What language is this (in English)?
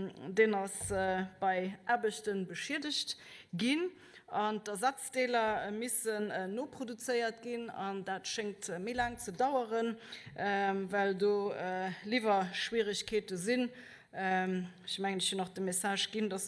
Luxembourgish